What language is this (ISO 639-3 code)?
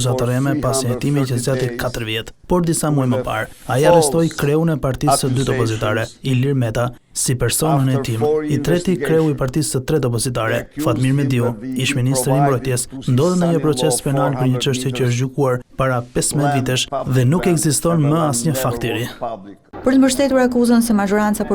sqi